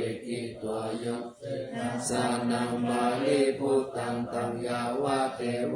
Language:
Pali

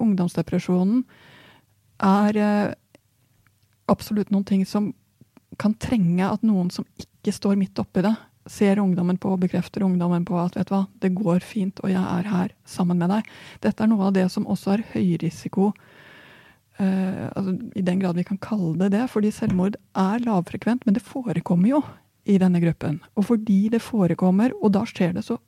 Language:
Norwegian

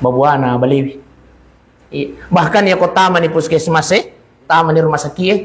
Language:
Buginese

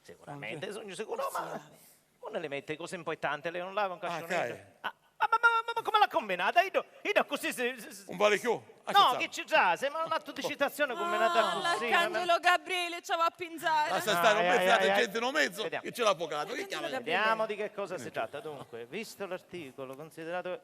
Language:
Sicilian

